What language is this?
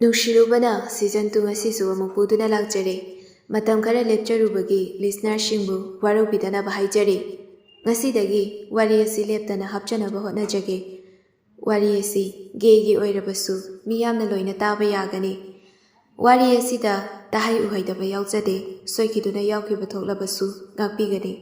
Manipuri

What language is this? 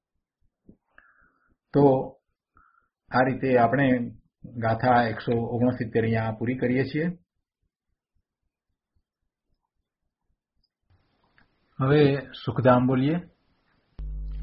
Gujarati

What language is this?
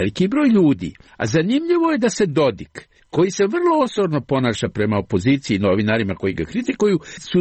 Serbian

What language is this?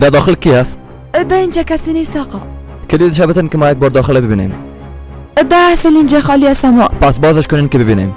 Persian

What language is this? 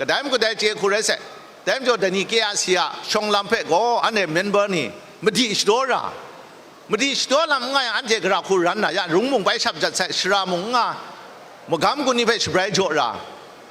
Kachin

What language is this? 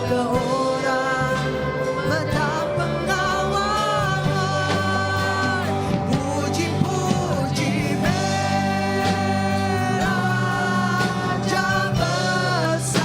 Iban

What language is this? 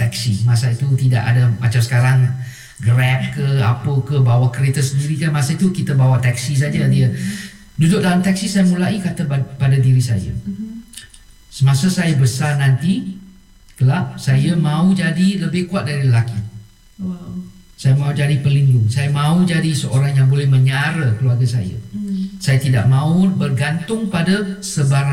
Malay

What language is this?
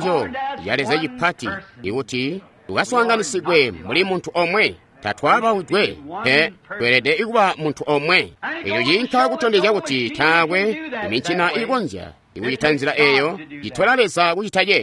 Tonga (Zambia)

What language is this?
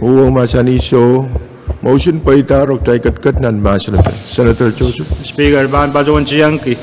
Pohnpeian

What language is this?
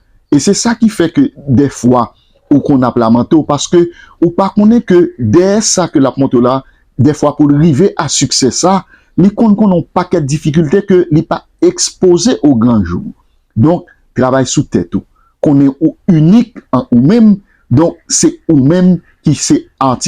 Haitian Creole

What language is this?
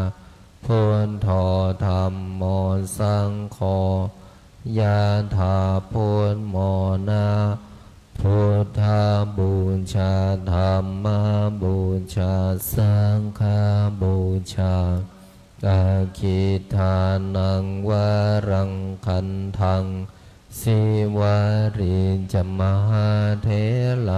Pali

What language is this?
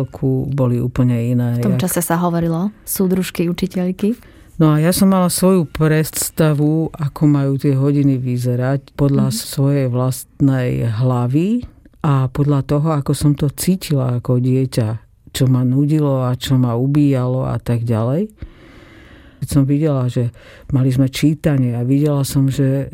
Slovak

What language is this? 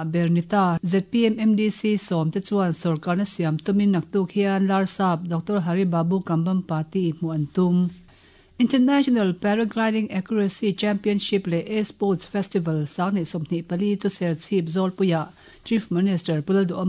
Mizo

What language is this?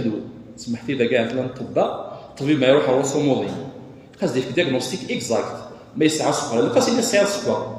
Kabyle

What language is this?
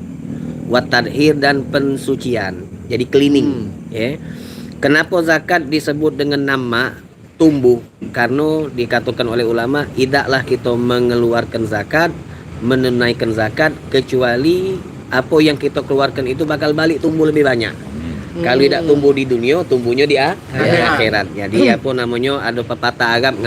Musi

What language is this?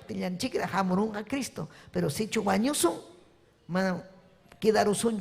Ayacucho Quechua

